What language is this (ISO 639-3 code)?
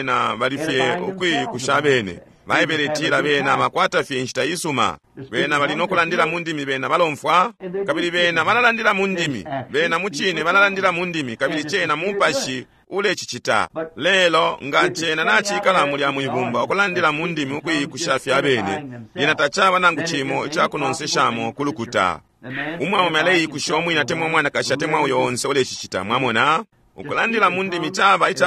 bem